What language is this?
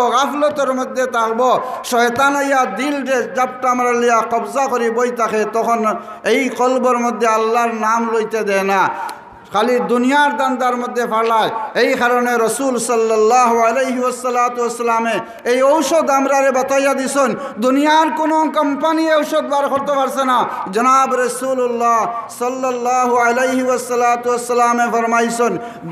Sylheti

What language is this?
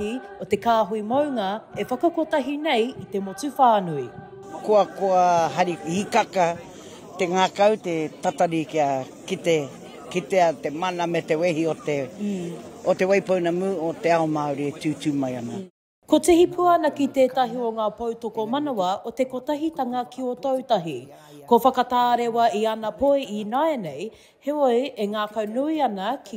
Māori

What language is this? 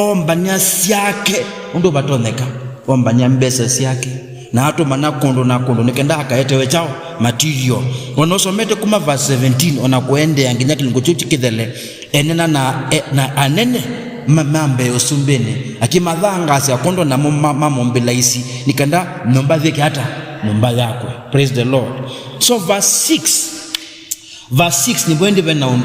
Kamba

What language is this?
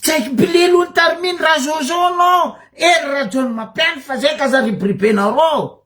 Malagasy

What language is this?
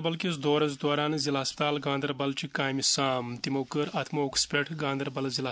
Kashmiri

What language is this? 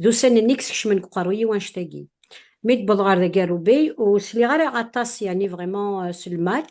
Kabyle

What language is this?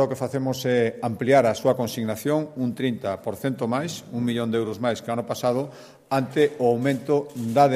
Galician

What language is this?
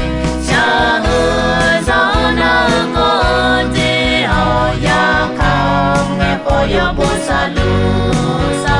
Akha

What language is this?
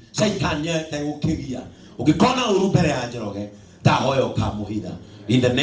Kikuyu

